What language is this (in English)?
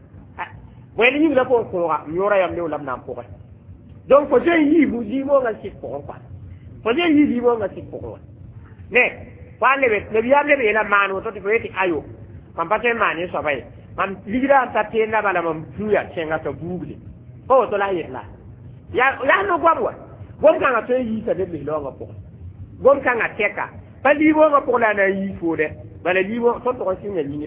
Mossi